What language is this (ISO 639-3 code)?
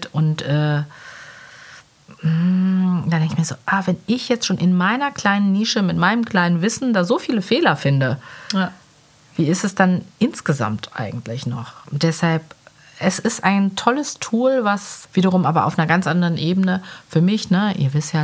deu